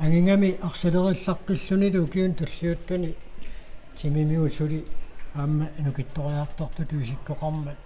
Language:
Kalaallisut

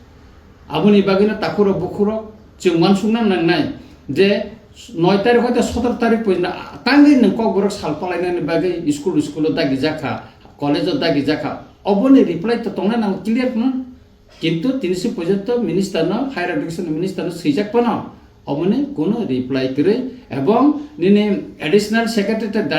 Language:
Kok Borok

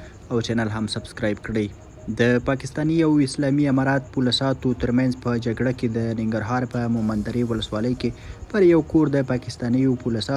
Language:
Pashto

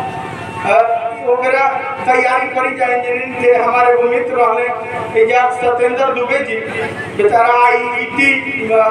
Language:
Bhojpuri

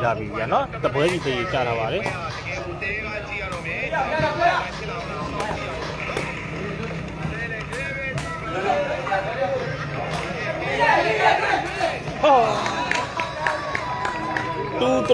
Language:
Burmese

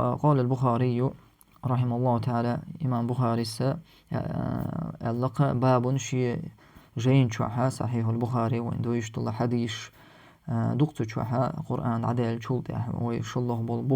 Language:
Chechen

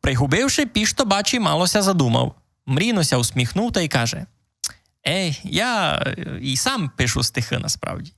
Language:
Rusyn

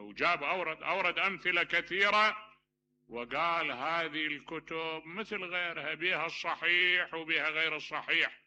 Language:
Mesopotamian Arabic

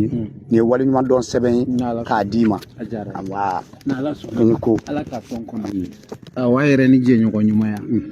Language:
Bambara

